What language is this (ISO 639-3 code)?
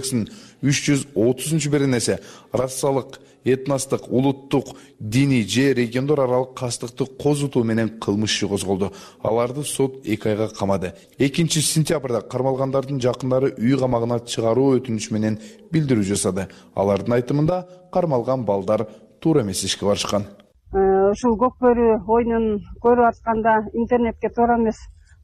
kir